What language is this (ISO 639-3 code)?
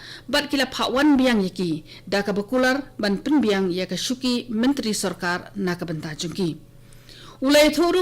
kha